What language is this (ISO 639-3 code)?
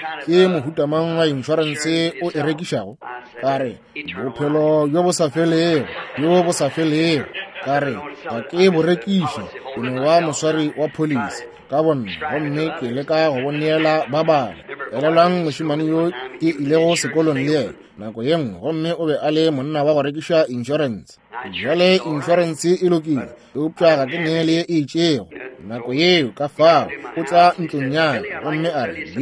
nso